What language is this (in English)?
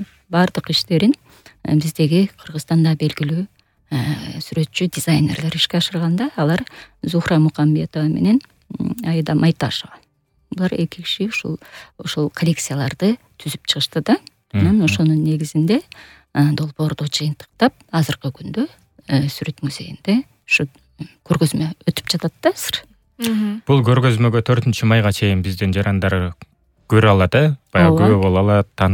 Kyrgyz